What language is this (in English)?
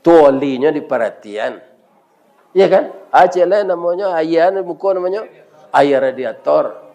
Minangkabau